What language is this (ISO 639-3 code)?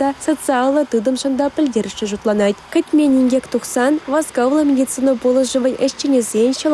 chv